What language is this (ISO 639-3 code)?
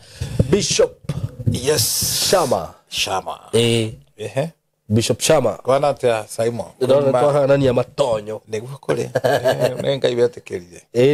kik